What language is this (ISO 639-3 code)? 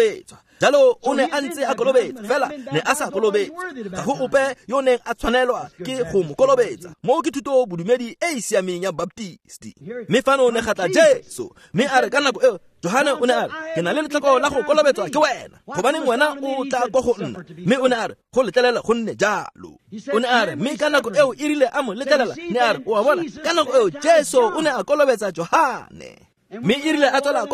tsn